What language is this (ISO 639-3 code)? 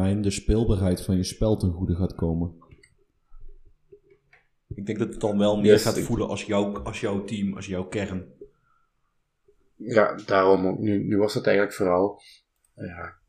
nld